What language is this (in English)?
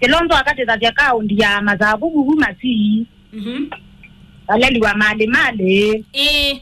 Kamba